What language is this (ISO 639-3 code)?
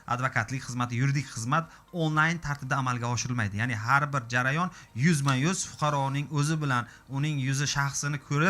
uzb